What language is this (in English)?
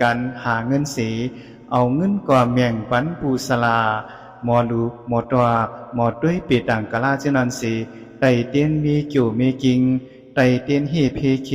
Shan